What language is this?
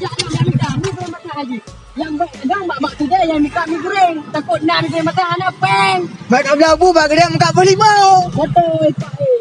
Achinese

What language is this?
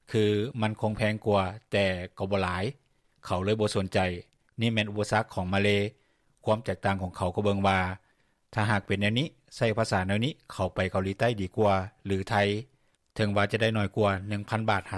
Lao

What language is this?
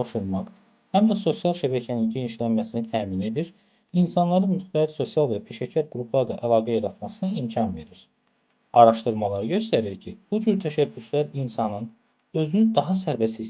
Azerbaijani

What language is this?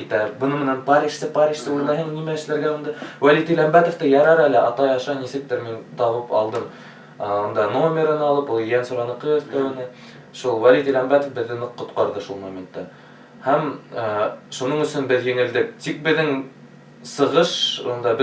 Bashkir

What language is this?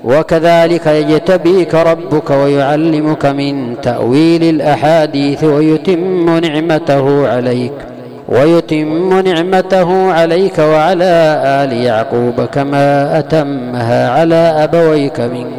Arabic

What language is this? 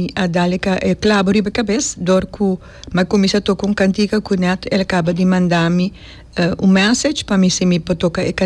Papiamento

